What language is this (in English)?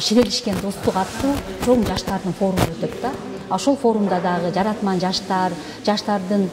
Kyrgyz